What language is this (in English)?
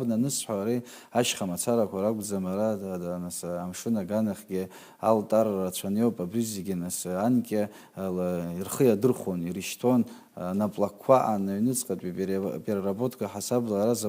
Abkhazian